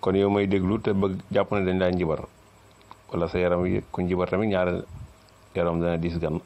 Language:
Wolof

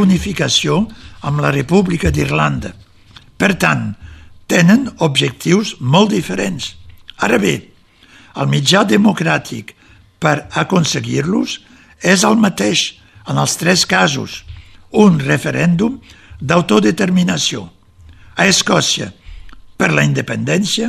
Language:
Catalan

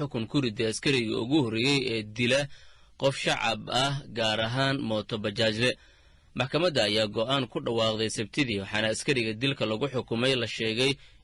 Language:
Somali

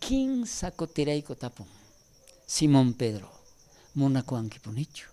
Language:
South Bolivian Quechua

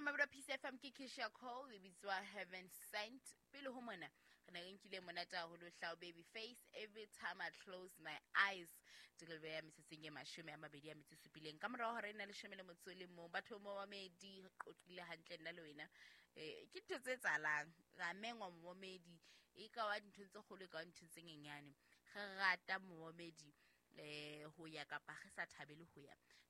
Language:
Southern Sotho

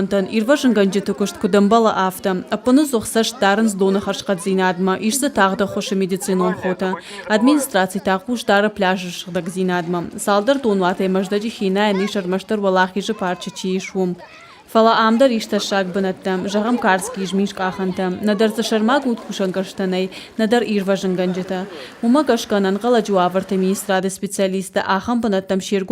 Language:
Ossetic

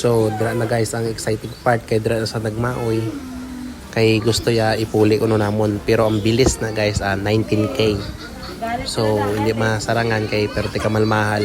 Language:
Hiligaynon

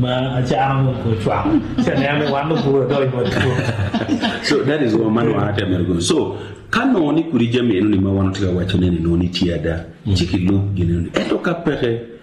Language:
Acoli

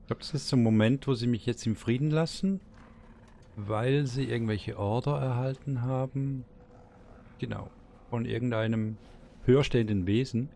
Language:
Swiss German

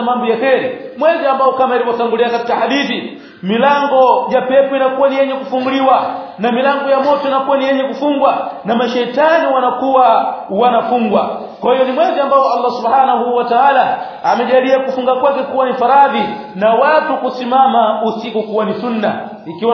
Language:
Swahili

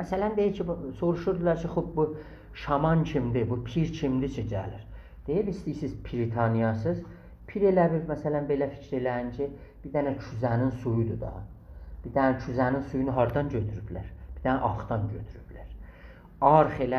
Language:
South Azerbaijani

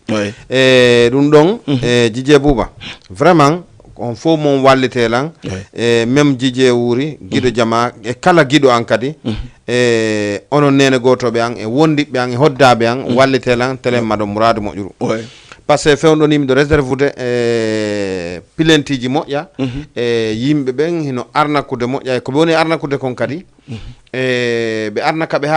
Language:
Fula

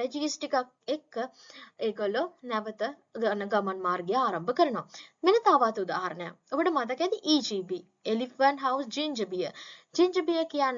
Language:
Sinhala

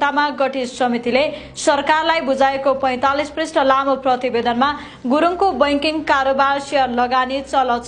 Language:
Nepali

